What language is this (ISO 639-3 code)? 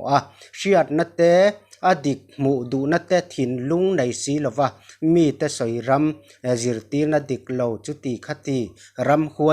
lus